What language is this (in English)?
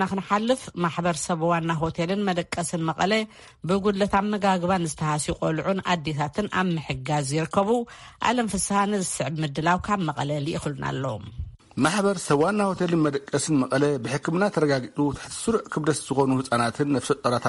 Tigrinya